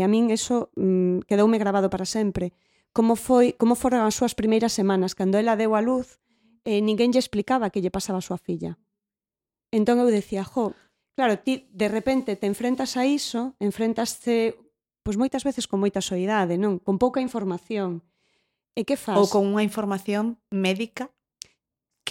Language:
Galician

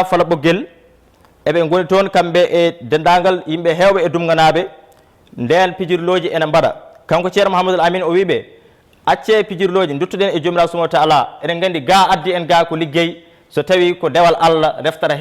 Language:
Fula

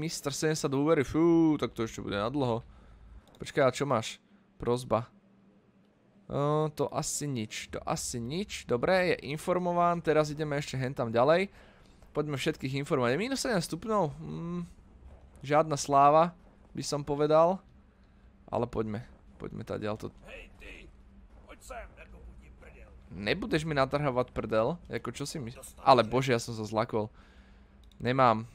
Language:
Slovak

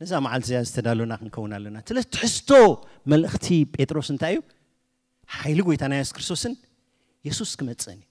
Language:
Tigrinya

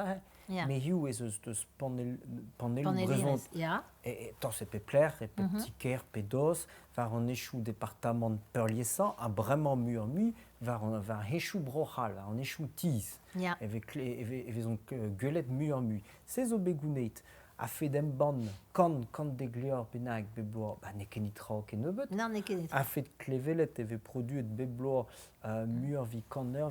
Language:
Breton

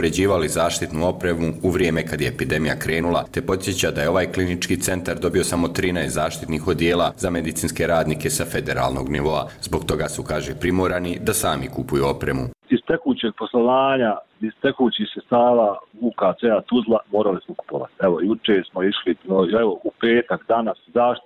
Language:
Bosnian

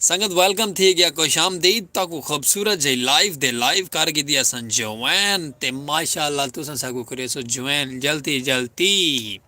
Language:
Saraiki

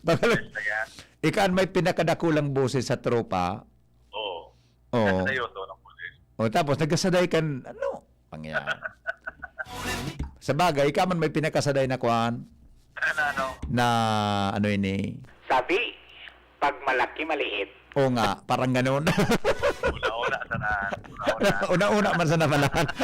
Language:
Bikol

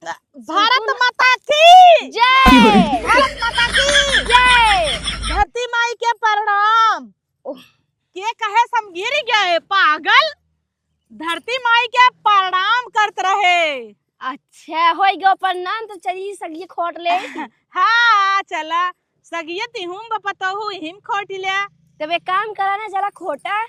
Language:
Awadhi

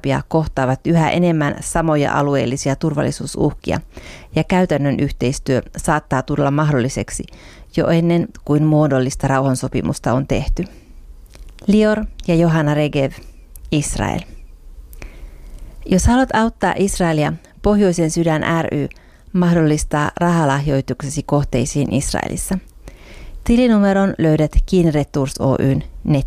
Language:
Finnish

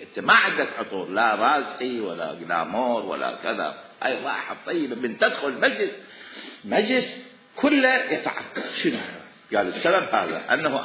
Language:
Mesopotamian Arabic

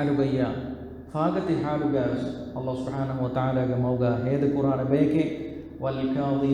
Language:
Divehi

